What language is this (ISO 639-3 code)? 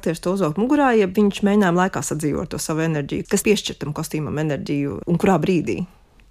lav